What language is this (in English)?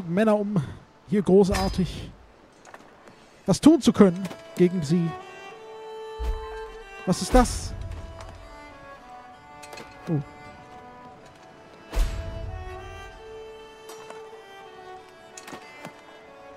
German